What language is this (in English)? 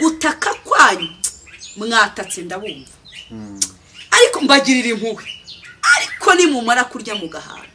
Kinyarwanda